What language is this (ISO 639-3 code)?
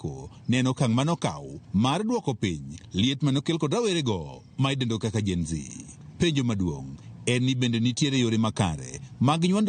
luo